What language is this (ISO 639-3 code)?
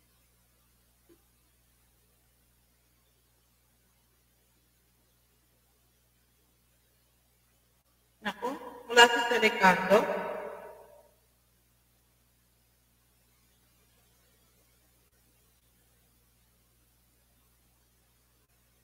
fil